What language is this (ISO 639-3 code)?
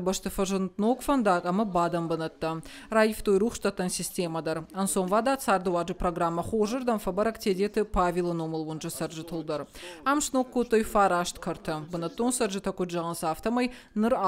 oss